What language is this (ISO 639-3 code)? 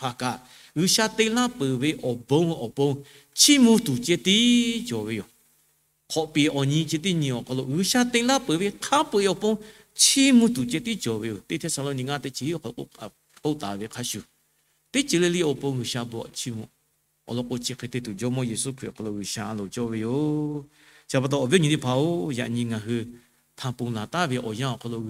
lhu